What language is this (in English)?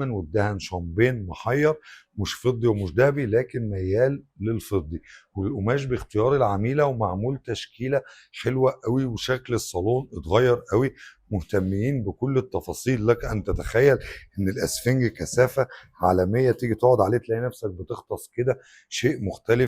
Egyptian Arabic